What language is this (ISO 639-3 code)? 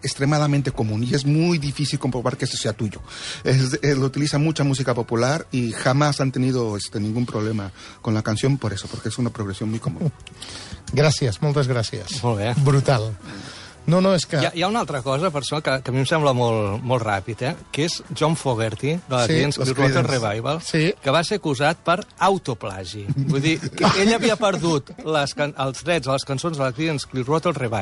cat